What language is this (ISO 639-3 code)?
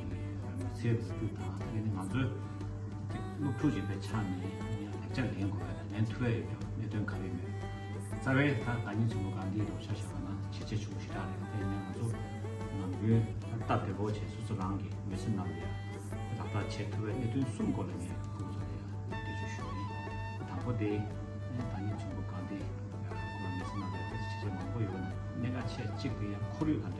bod